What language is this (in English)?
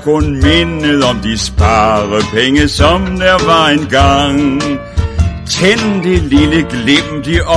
Danish